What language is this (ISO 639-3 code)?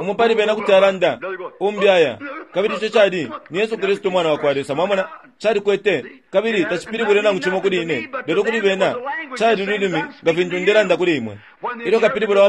bem